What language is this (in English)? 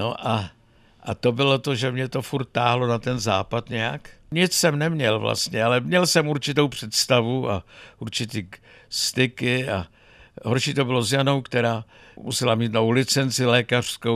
Czech